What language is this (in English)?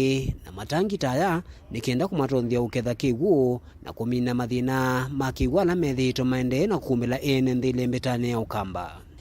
Kamba